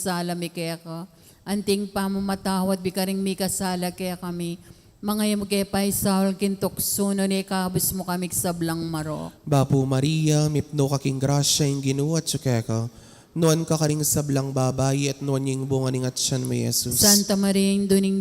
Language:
Pampanga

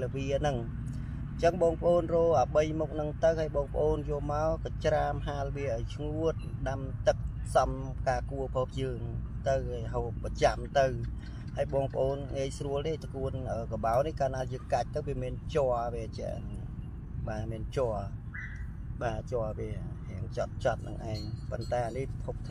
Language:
Khmer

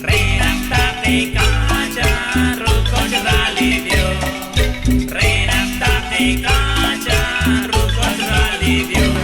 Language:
Kekchí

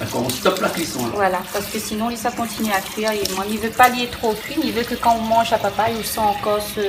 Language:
Réunion Creole French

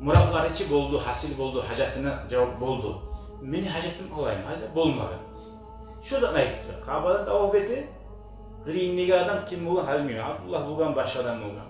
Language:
Kumyk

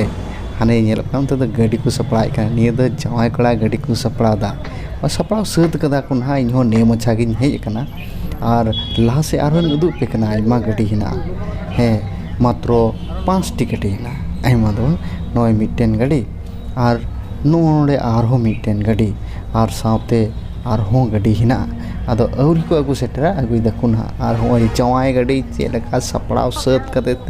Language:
Santali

